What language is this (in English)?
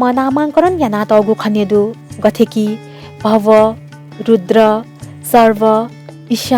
Newari